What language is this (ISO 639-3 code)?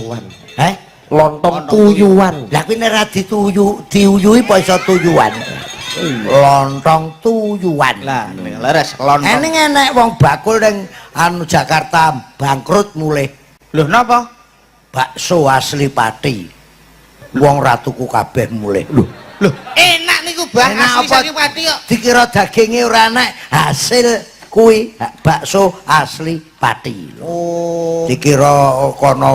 jav